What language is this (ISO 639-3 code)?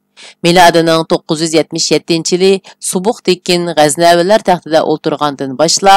uig